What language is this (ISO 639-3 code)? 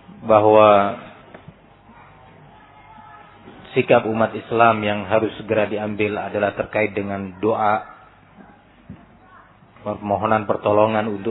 ind